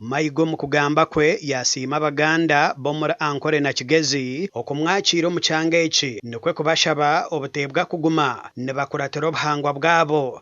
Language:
Nyankole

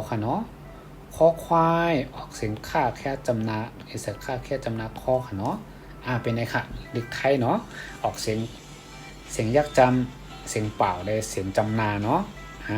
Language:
Shan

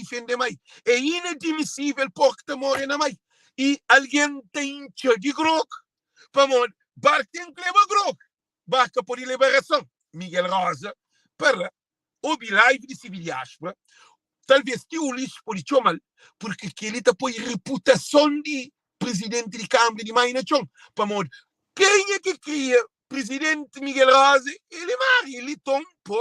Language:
Kabuverdianu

